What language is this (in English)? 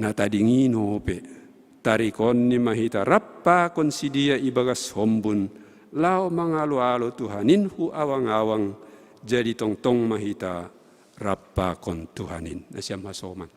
Batak Simalungun